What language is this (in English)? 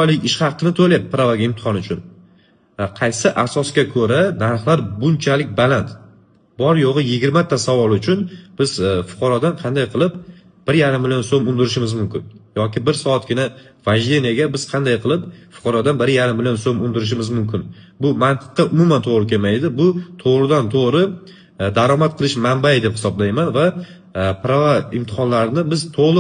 Uzbek